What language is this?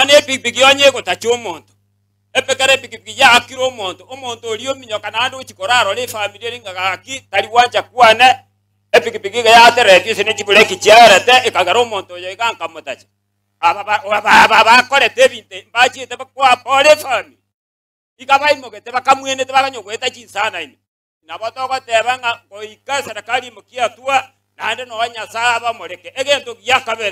Gusii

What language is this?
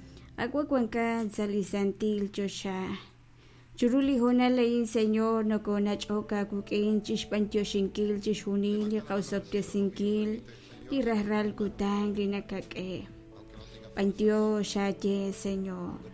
Kekchí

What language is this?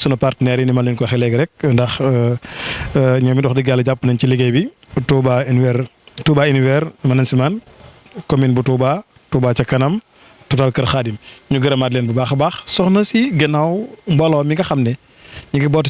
Wolof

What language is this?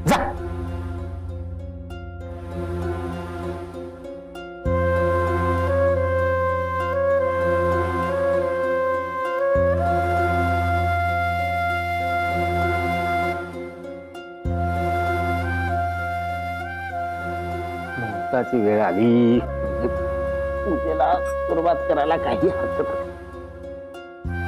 Marathi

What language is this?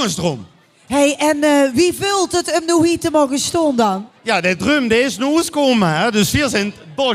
Limburgish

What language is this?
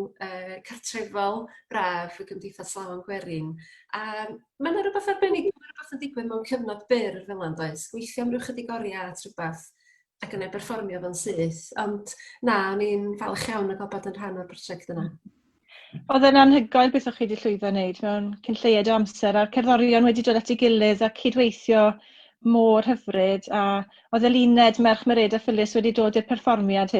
Welsh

